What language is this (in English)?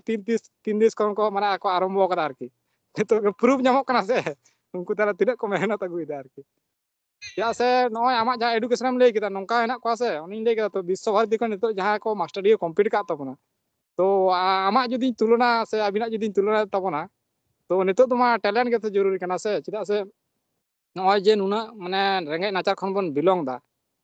Santali